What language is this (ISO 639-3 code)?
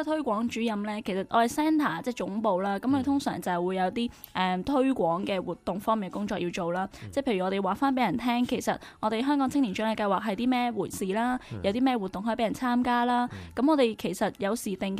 yue